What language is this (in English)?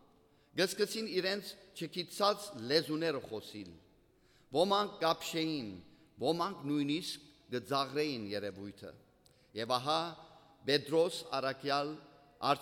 Western Armenian